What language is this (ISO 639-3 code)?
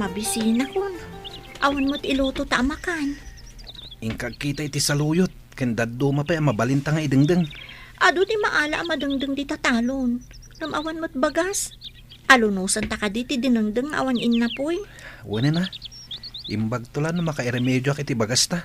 ilo